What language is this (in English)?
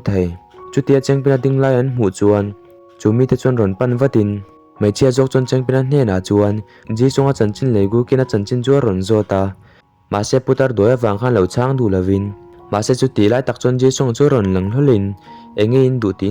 Mizo